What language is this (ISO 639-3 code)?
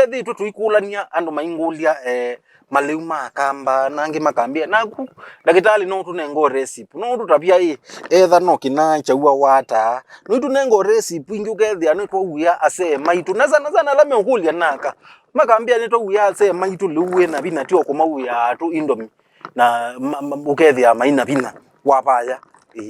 kam